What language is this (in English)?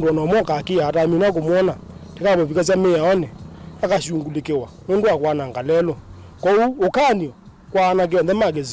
Kamba